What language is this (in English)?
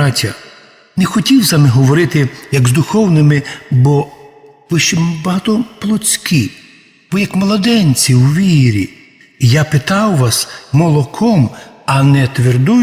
Rusyn